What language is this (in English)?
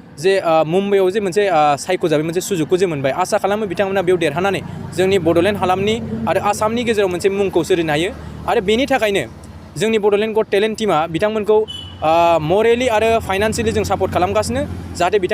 Bodo